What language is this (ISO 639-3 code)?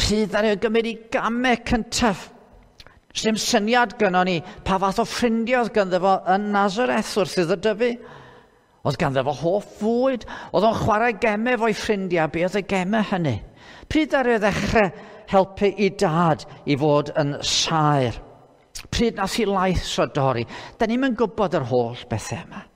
cym